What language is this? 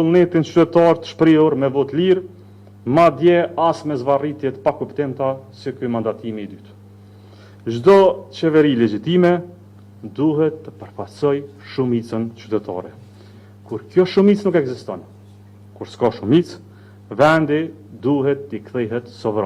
Albanian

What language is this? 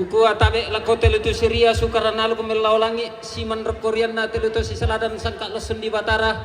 Toraja-Sa'dan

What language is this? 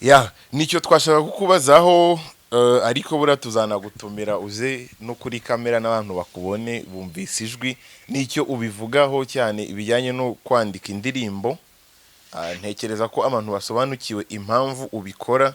Kinyarwanda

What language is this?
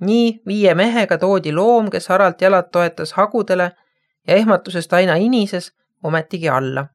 Estonian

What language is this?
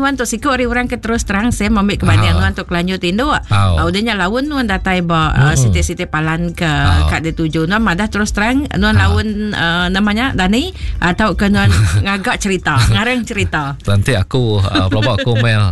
Iban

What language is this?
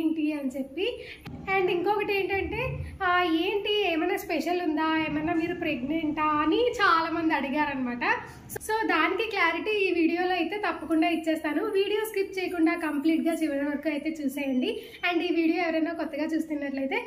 Telugu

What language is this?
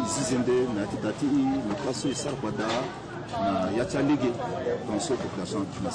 Sango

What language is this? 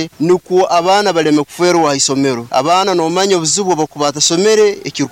Nyoro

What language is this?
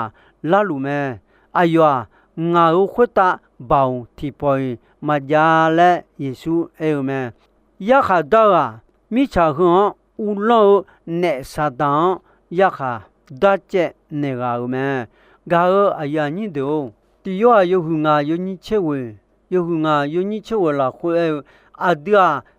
Akha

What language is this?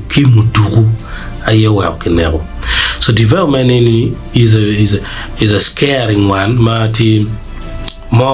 Acoli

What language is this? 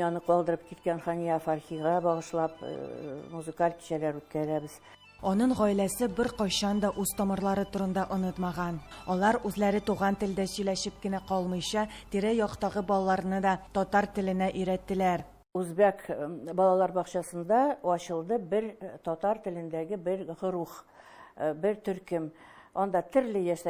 Tatar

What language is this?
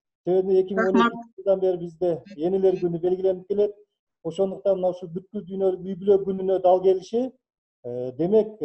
Kyrgyz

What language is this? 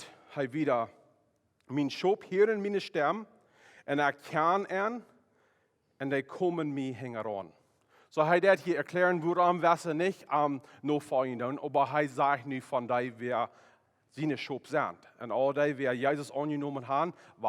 Plautdietsch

